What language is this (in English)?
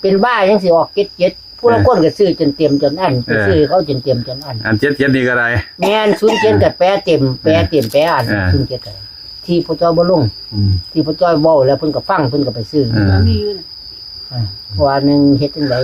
Northeastern Thai